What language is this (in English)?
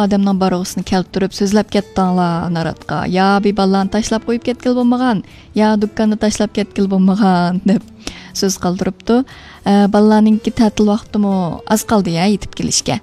Uyghur